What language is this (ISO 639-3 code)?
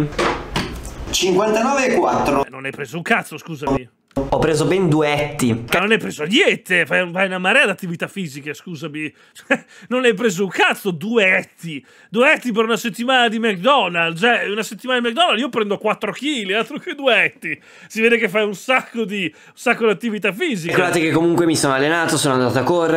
ita